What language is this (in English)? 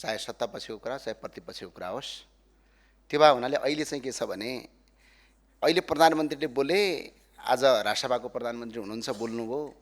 Nepali